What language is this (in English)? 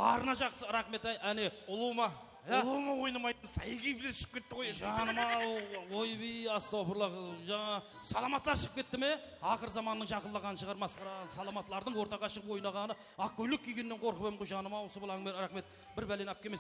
Kara-Kalpak